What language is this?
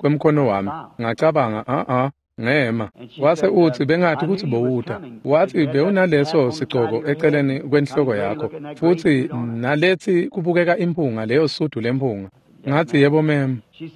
Swati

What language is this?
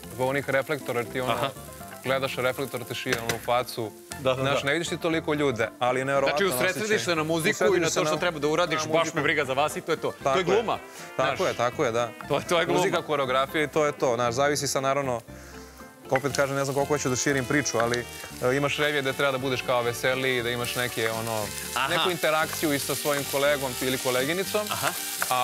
Serbian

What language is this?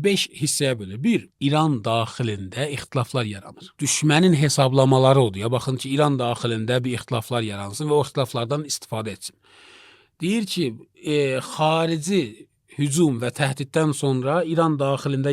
Azerbaijani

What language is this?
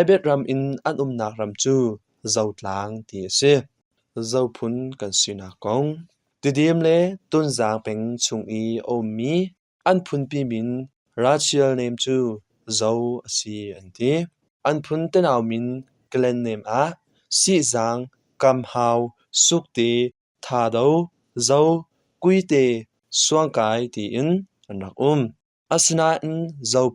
Hakha Chin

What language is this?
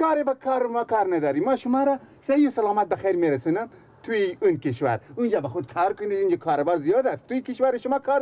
Persian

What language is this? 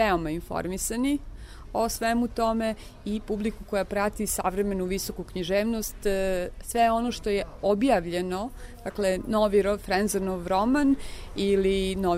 Serbian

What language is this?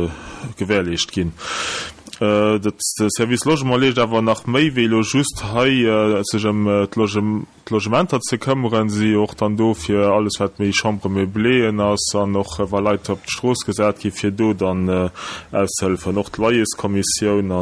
Luxembourgish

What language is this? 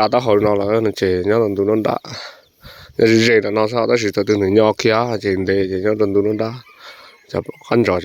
Hmong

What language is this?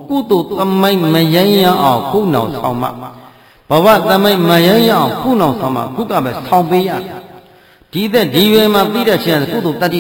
Burmese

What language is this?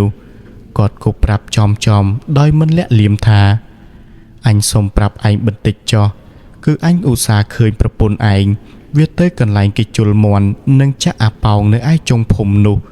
Khmer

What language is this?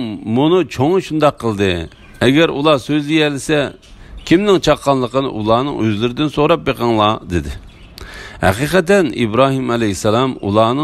Uyghur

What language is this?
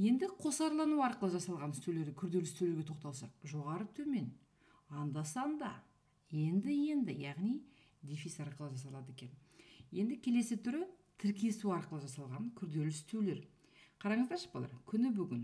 Kazakh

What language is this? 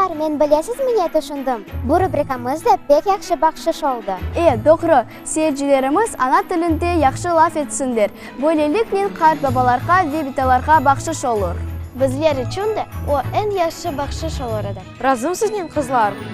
Crimean Tatar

